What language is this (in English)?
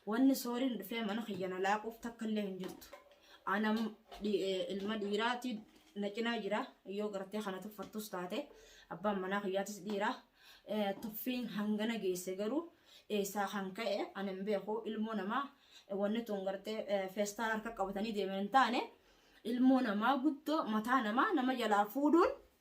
Oromo